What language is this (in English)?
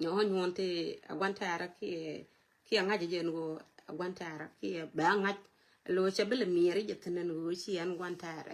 Nuer